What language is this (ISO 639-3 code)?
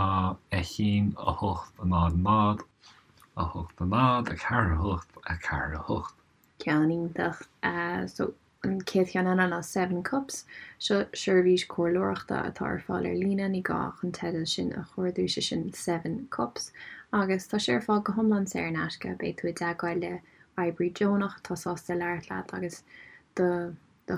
gle